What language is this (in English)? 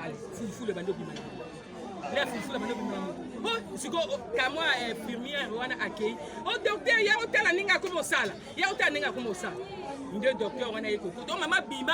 Lingala